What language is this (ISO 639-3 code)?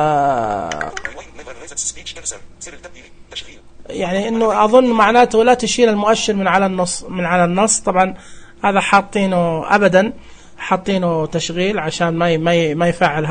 ars